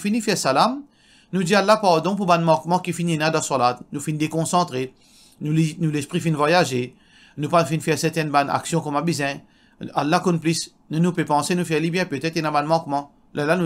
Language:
Morisyen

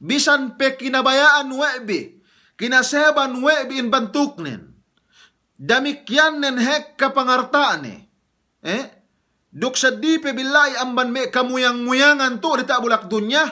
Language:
Yakan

